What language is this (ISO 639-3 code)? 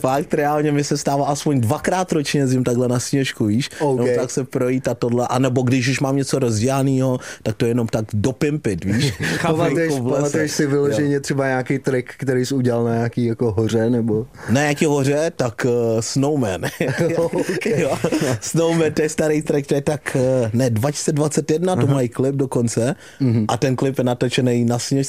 ces